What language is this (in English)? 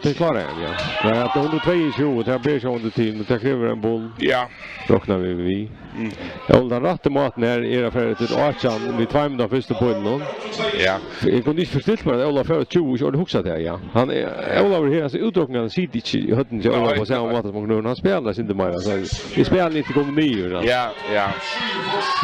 Faroese